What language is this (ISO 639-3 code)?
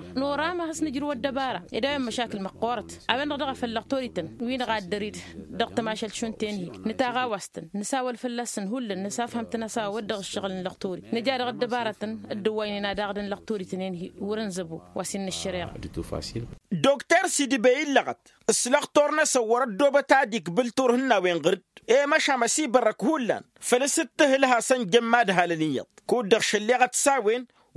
taq